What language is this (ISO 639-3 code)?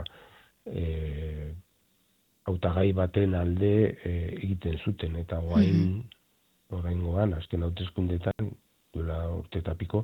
eus